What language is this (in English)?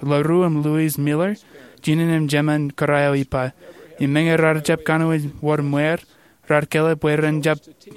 Marshallese